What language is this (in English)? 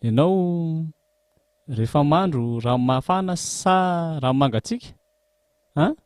Malagasy